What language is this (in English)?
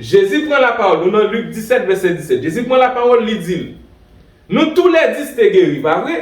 Haitian Creole